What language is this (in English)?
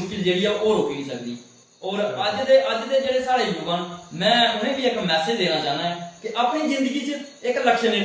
Dogri